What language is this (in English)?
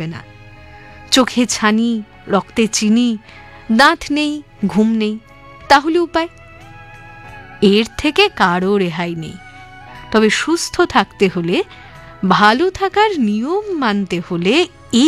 Bangla